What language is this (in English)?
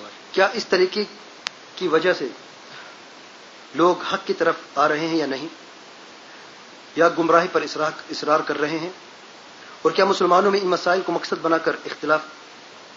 Urdu